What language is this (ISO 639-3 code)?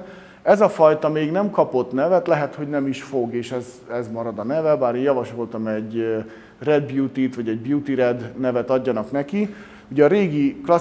hun